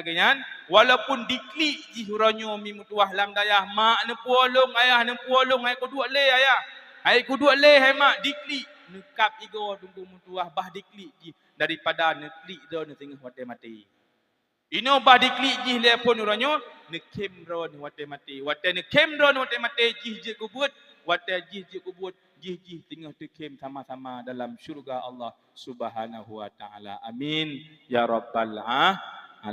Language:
Achinese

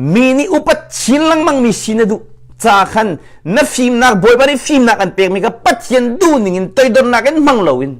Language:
Hakha Chin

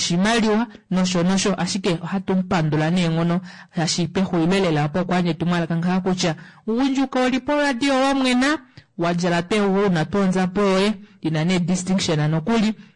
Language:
Kuanyama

